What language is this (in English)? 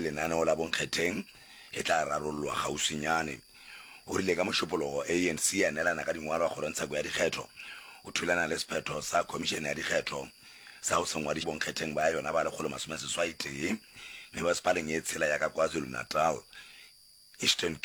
Northern Sotho